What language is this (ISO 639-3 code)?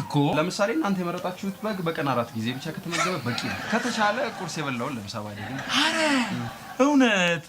amh